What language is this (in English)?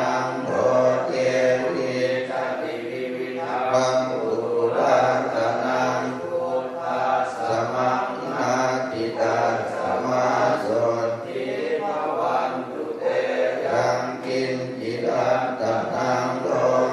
Pali